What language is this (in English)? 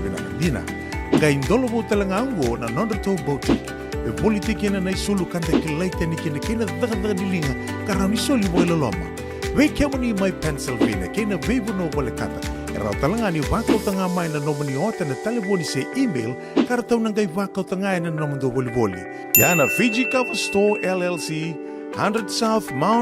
Fijian